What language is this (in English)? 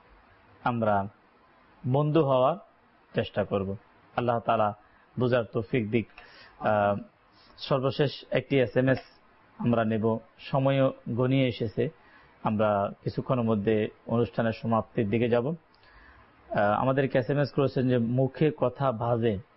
Bangla